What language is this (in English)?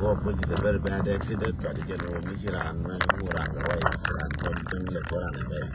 Nuer